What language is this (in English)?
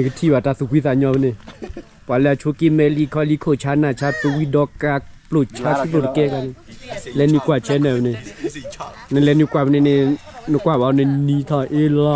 S'gaw Karen